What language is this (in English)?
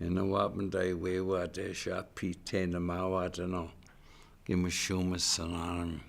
Chippewa